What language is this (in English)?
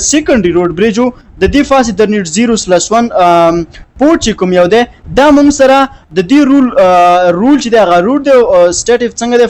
Pashto